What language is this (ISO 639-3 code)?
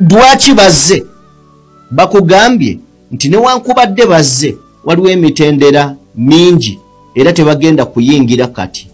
lug